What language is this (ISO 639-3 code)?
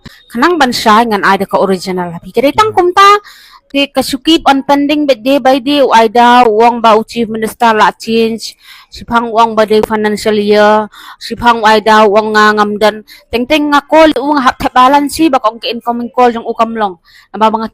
kha